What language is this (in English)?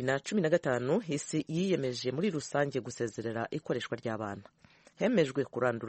Kinyarwanda